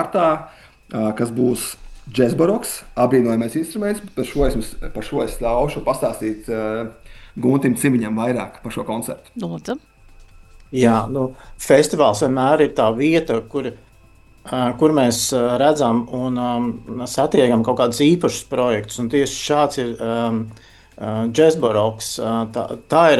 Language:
Latvian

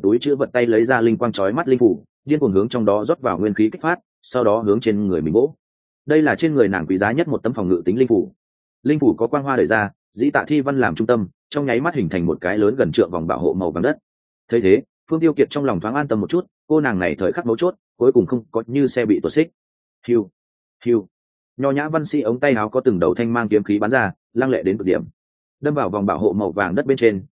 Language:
Vietnamese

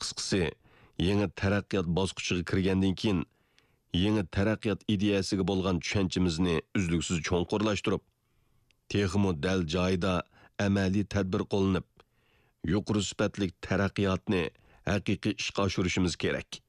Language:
Uyghur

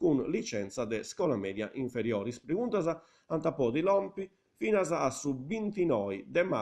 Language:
Sardinian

